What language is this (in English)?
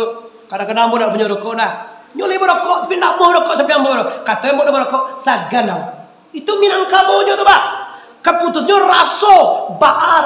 Minangkabau